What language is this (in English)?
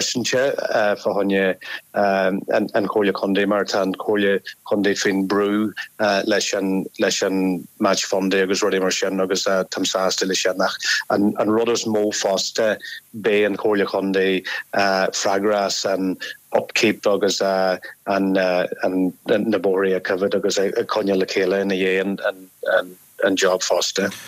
Irish